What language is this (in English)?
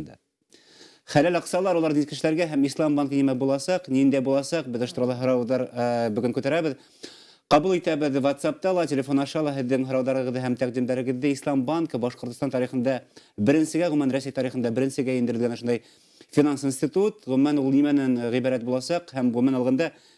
Bashkir